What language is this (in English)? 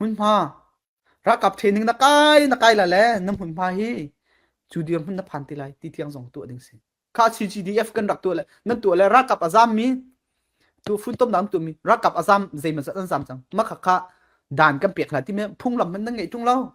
Falam Chin